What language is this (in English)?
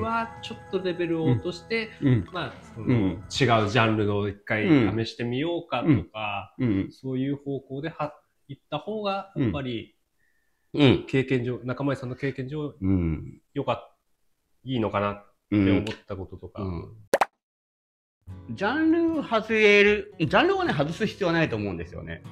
Japanese